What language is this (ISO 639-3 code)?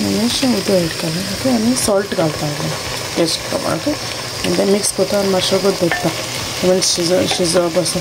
kok